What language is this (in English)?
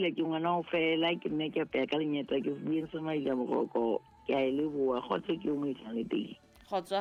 Southern Sotho